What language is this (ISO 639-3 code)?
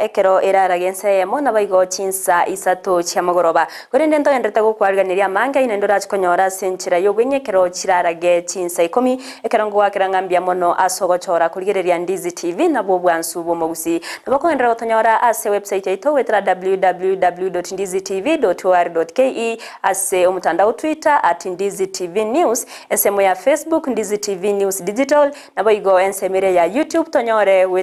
guz